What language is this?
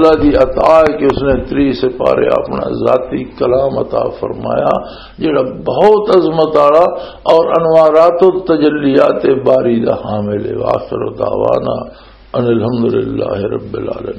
Western Panjabi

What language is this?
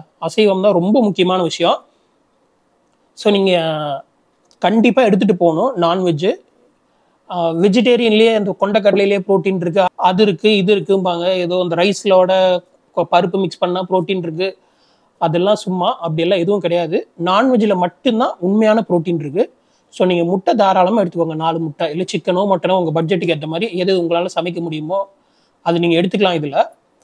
Tamil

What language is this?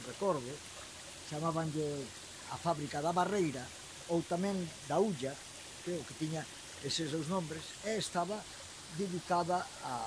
Galician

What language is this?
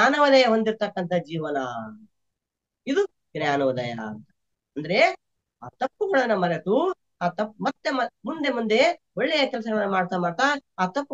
Kannada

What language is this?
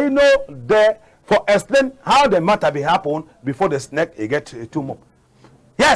Cameroon Pidgin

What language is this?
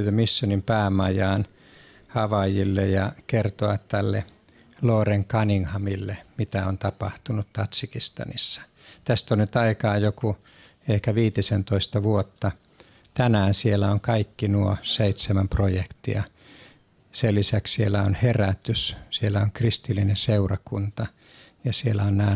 Finnish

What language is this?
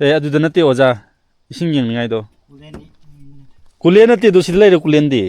Manipuri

